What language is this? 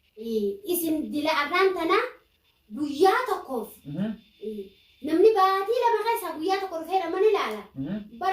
Oromo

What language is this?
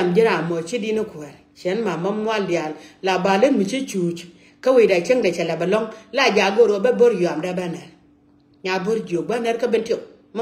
Nuer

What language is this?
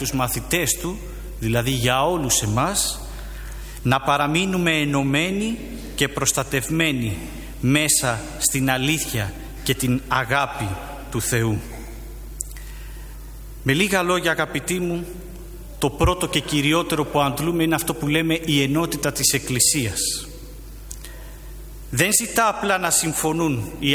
Greek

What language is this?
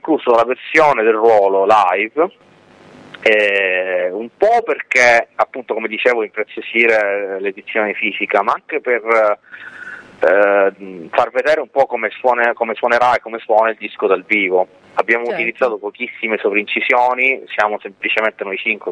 Italian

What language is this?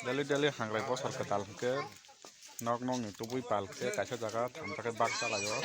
Kok Borok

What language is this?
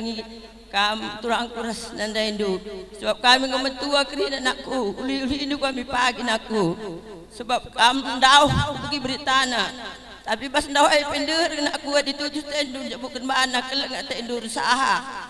Batak Karo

